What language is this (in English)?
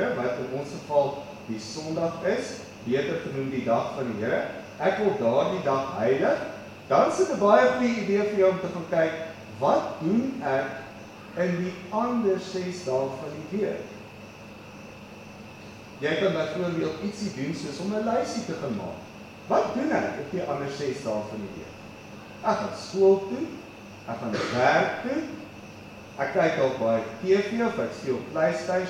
Afrikaans